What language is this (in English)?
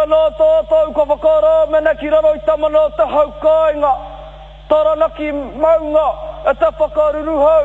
Māori